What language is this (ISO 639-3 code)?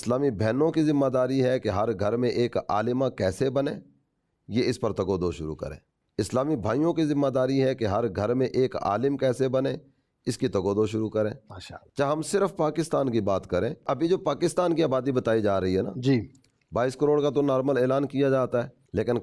urd